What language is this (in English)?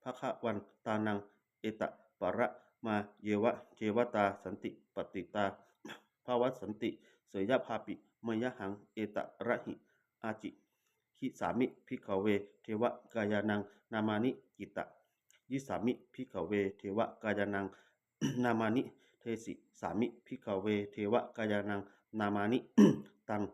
Pali